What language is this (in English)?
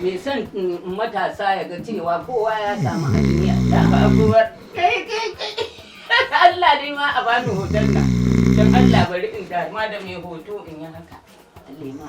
Hausa